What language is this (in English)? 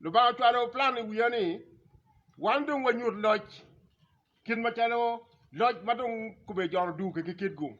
Acoli